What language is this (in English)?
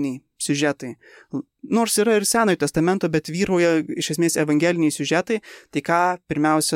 Lithuanian